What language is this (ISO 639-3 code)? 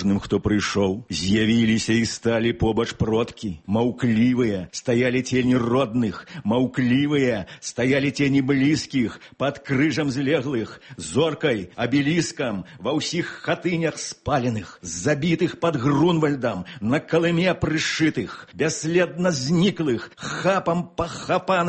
bel